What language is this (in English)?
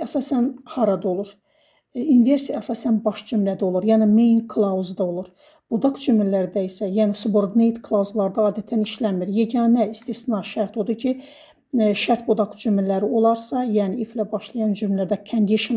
Azerbaijani